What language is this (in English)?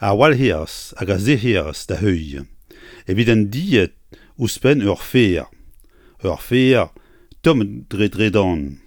Breton